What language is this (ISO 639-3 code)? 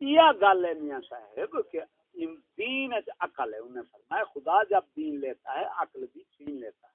skr